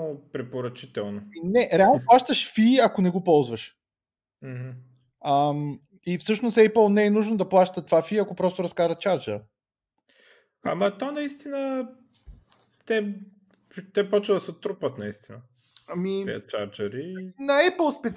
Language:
Bulgarian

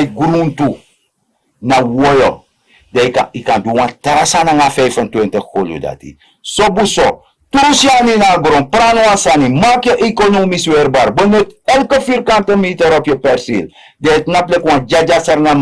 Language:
Sranan Tongo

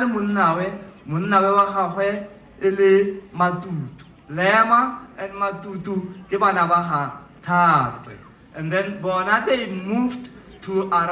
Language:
Tswana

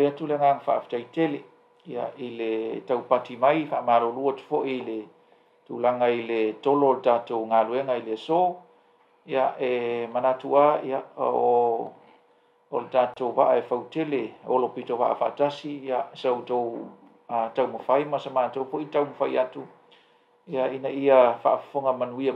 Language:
Samoan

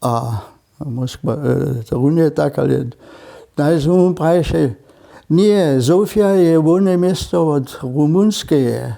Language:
Upper Sorbian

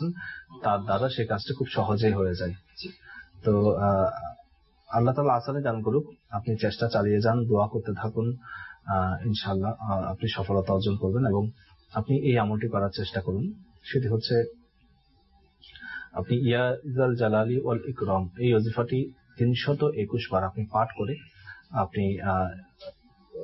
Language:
Bangla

